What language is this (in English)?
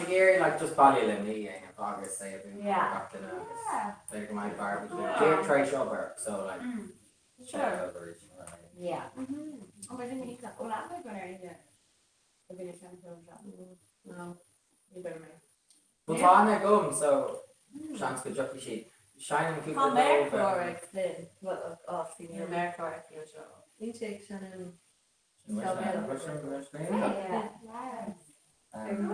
Irish